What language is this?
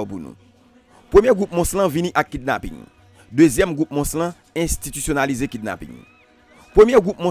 Haitian Creole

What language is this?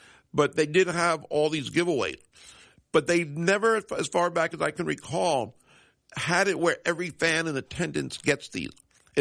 English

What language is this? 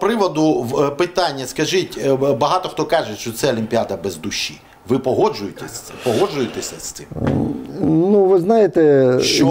Ukrainian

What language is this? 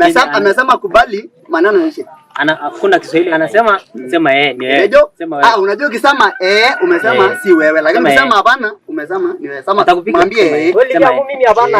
Masai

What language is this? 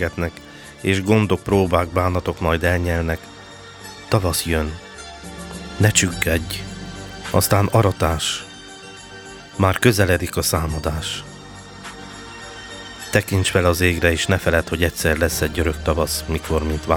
Hungarian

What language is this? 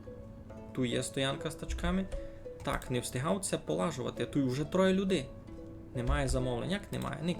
Rusyn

